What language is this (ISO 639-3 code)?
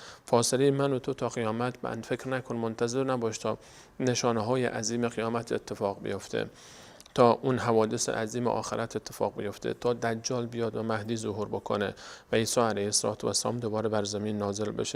fas